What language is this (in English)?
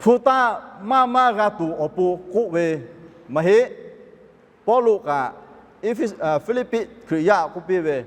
Lahu